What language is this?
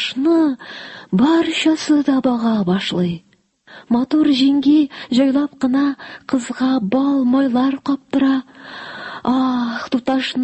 Tatar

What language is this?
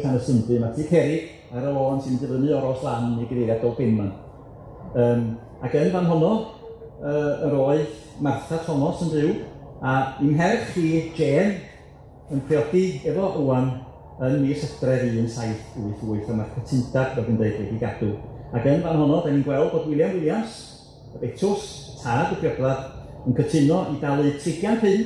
Welsh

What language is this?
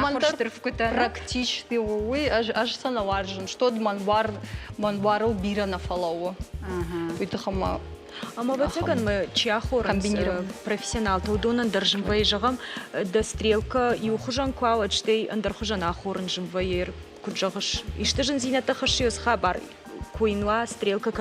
Ossetic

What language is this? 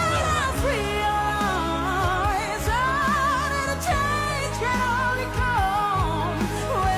Hakha Chin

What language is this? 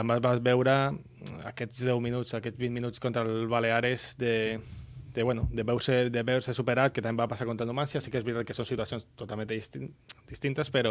Catalan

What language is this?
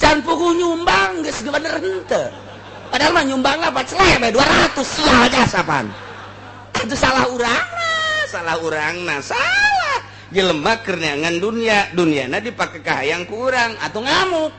Sundanese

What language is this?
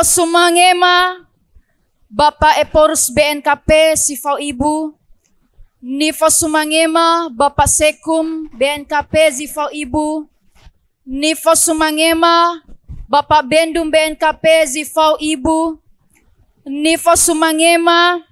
Nias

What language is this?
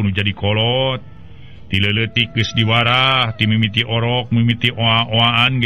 Sundanese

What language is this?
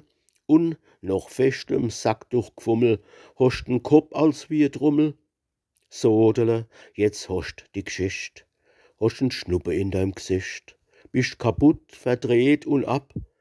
Palatine German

